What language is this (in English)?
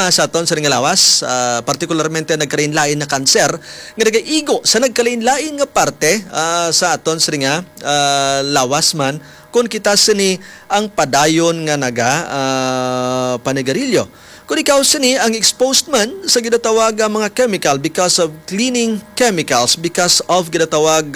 Hiligaynon